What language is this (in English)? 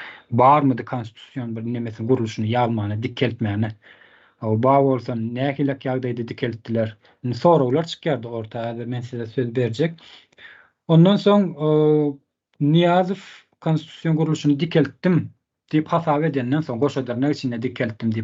Turkmen